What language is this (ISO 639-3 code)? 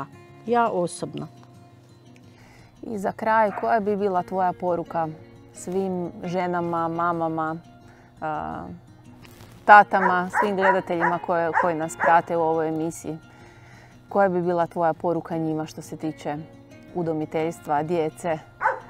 hrv